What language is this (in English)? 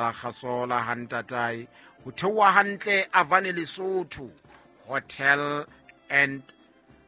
Southern Sotho